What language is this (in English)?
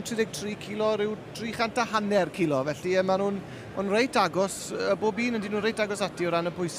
Welsh